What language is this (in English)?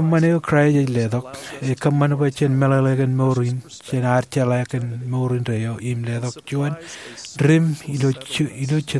Marshallese